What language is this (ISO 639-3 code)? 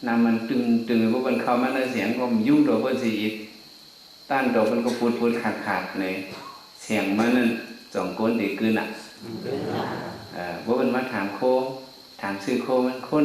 shn